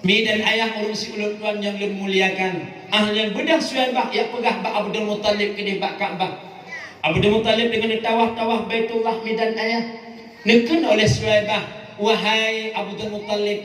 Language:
Achinese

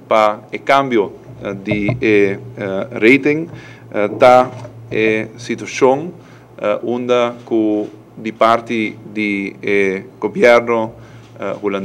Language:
Papiamento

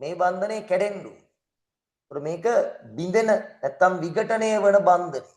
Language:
Sinhala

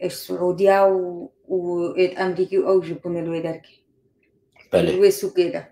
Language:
Kurdish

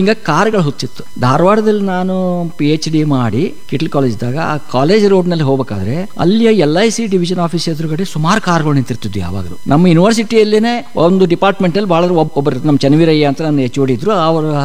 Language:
Kannada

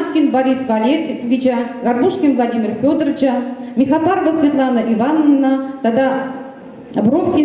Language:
Chuvash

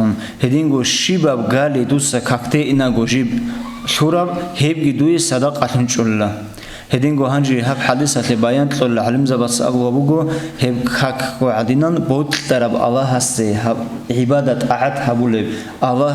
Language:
Avaric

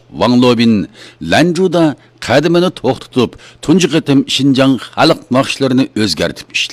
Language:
Uyghur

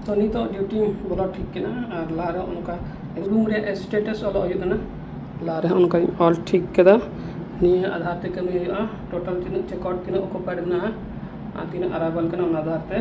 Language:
Santali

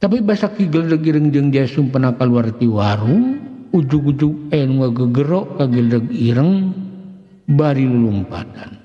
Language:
Sundanese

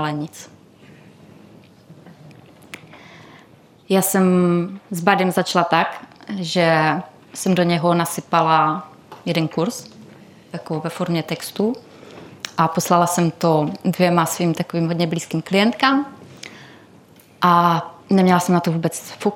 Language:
Czech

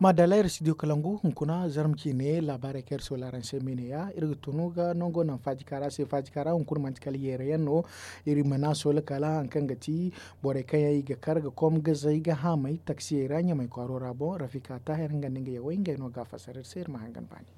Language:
Zarma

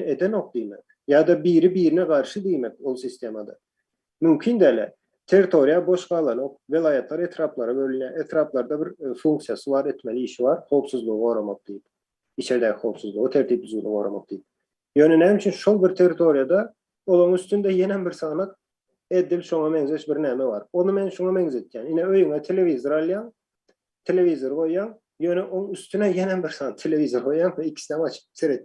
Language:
Turkmen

